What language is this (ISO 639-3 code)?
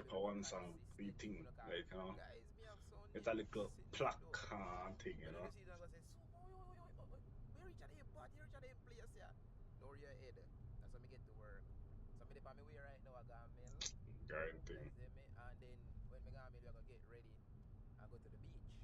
jam